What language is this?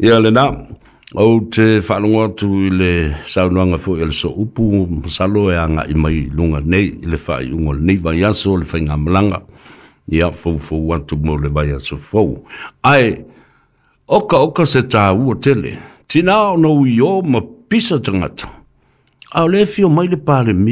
Samoan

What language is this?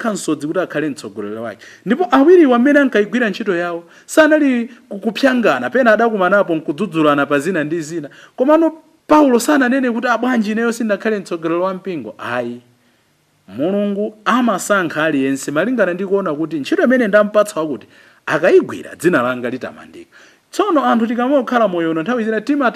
Nyanja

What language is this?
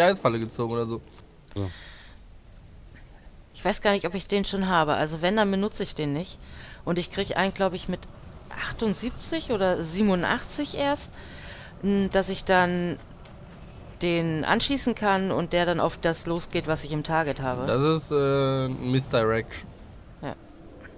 German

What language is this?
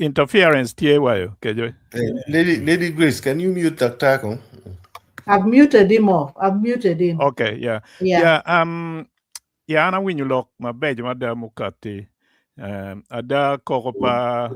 Acoli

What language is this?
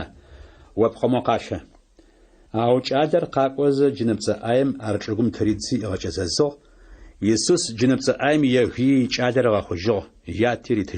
Adyghe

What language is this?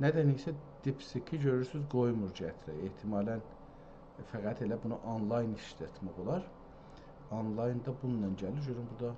South Azerbaijani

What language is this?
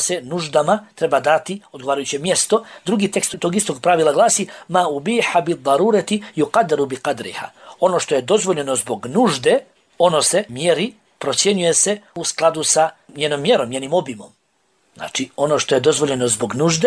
Bosnian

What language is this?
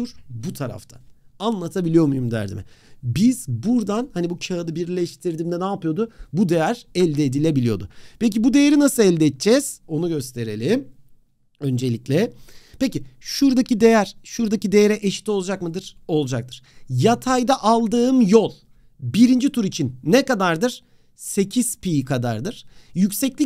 Turkish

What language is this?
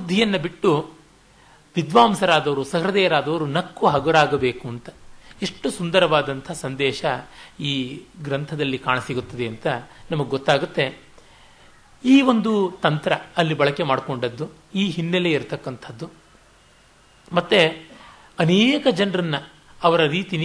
Kannada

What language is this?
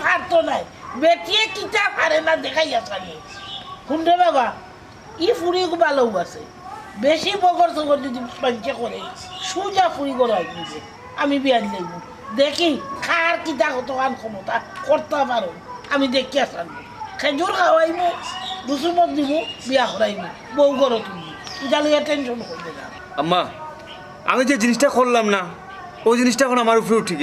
Sylheti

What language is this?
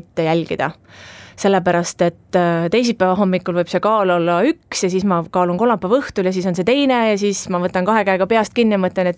Estonian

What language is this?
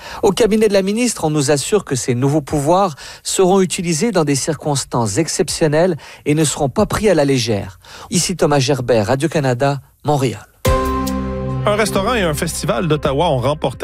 French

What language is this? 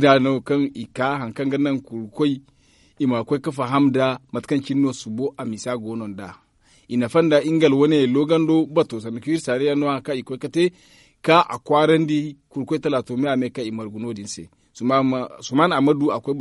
Zarma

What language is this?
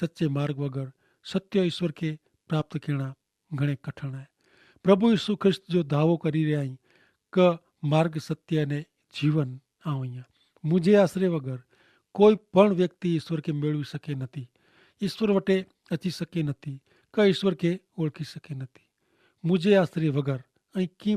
Kachhi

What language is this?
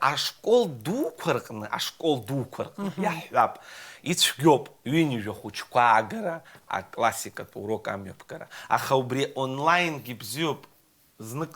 Abkhazian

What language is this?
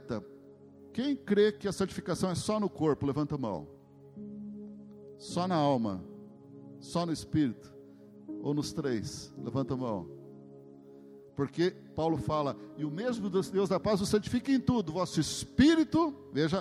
Portuguese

